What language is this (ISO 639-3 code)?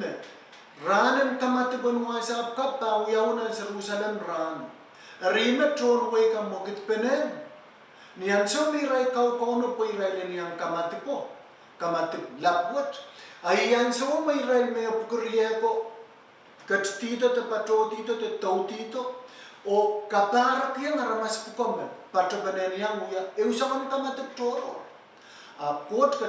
pon